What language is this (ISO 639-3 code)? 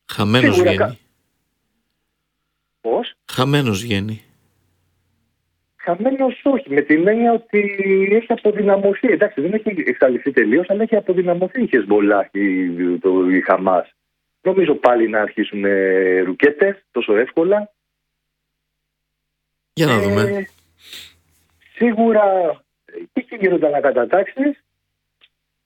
ell